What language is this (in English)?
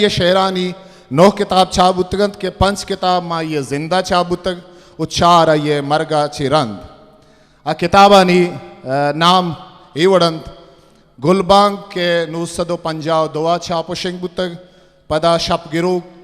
Eastern Balochi